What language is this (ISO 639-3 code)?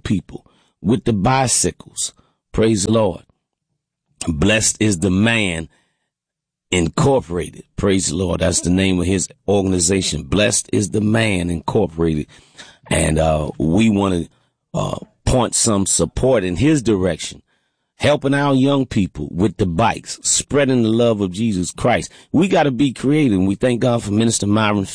eng